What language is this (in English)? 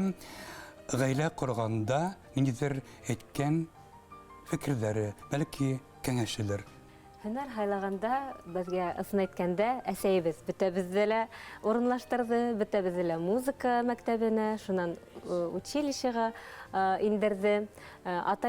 Bashkir